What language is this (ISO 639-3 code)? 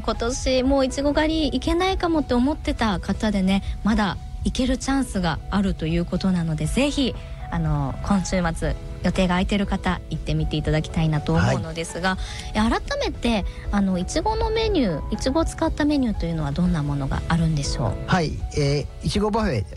jpn